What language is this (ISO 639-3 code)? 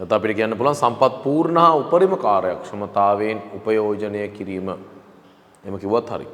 sin